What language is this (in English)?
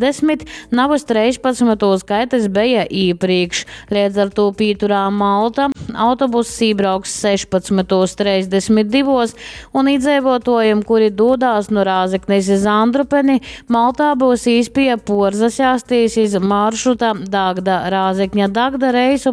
Latgalian